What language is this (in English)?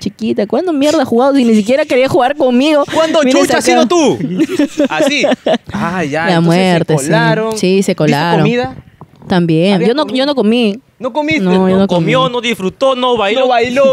Spanish